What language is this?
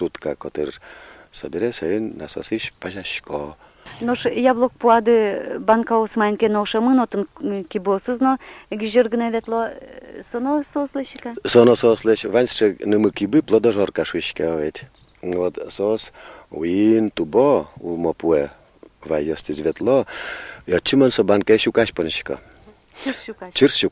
Udmurt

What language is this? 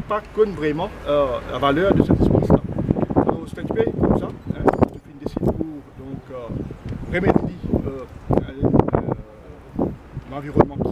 Morisyen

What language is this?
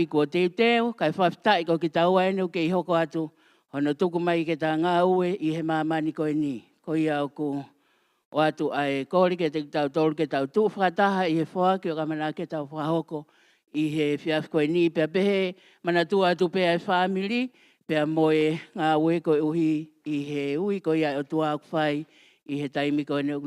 Tongan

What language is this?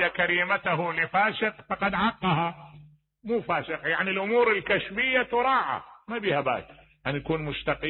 Mesopotamian Arabic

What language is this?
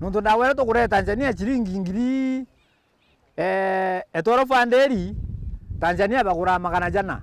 Meru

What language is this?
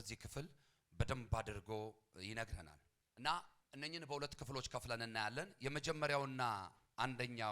Amharic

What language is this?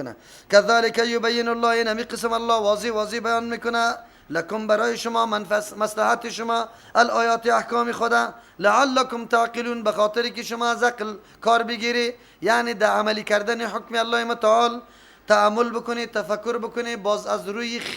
Persian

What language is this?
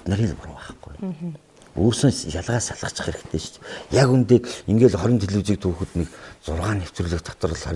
Mongolian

